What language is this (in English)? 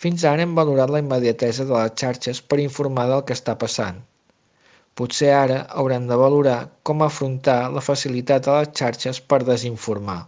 Catalan